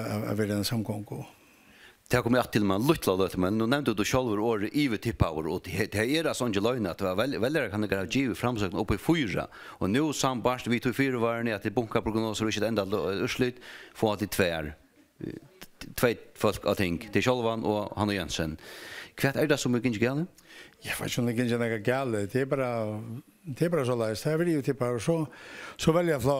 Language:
Faroese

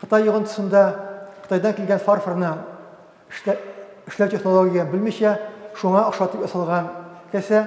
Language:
Tatar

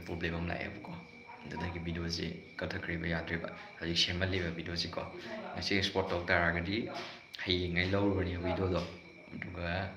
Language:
Manipuri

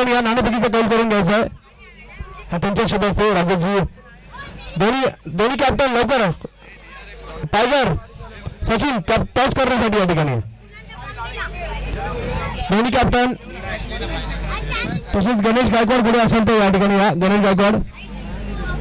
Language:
Marathi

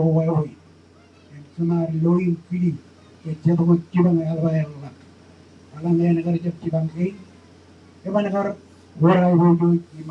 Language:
Marshallese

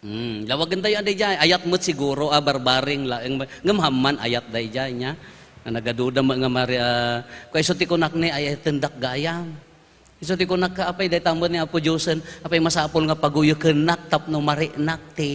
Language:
Iloko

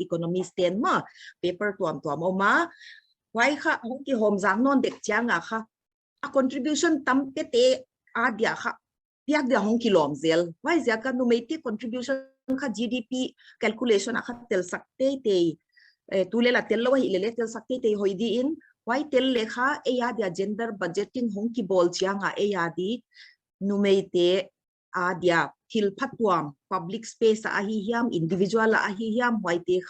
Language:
Paite Chin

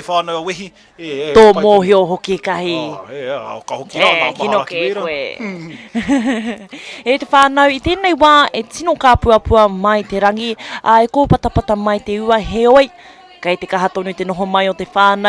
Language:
Māori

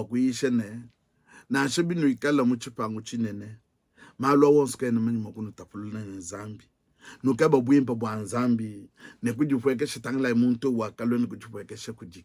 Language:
Luba-Lulua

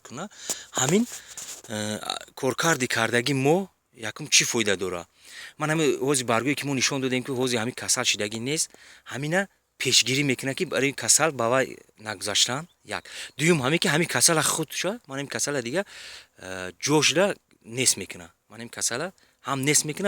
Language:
Tajik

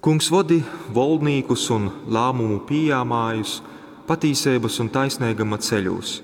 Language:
Latgalian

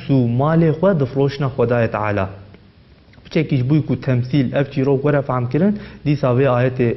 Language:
Kurdish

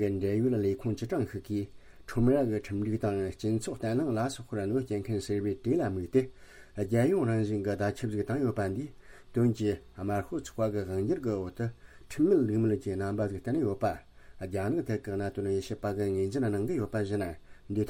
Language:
Tibetan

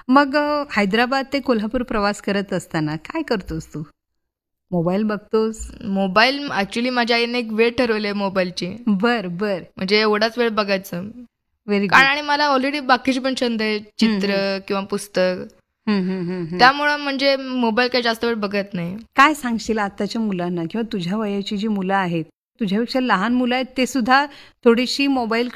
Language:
Marathi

